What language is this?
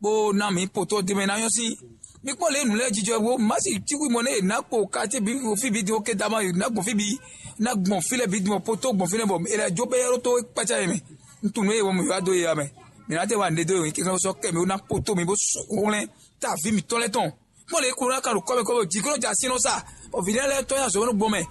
Fon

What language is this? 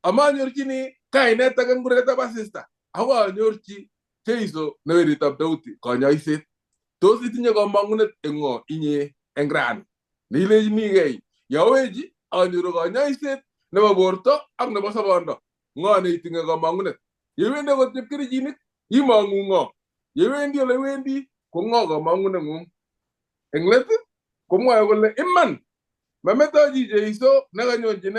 Kalenjin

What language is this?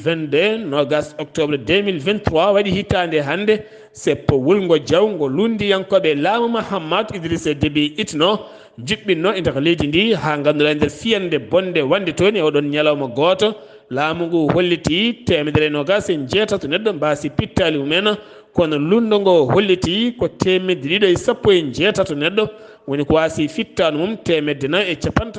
Fula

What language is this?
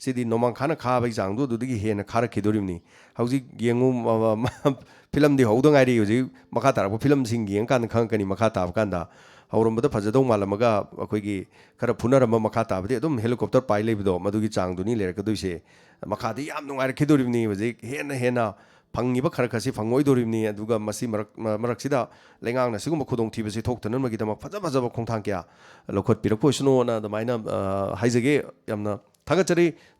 Manipuri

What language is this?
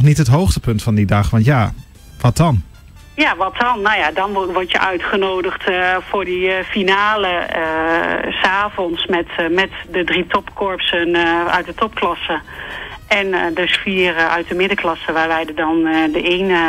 Dutch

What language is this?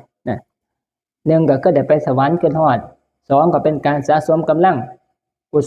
Northeastern Thai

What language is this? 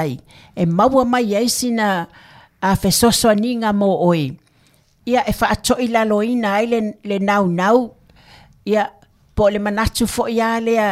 Samoan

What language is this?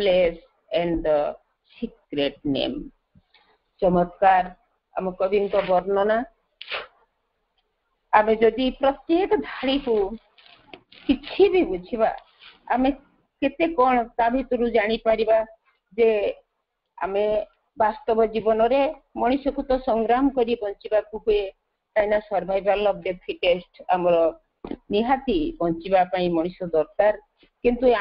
Odia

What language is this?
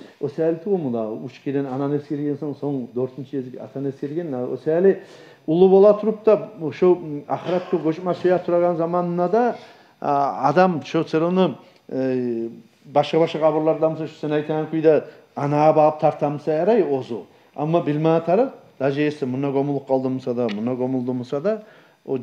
Kumyk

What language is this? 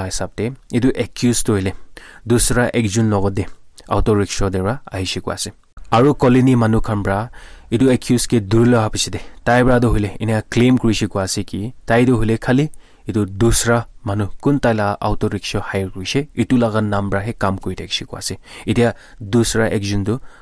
Naga Pidgin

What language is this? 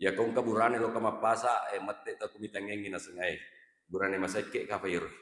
Buginese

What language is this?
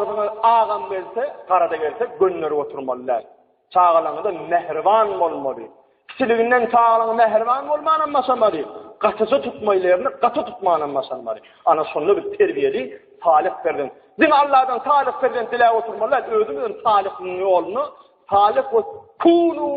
Turkmen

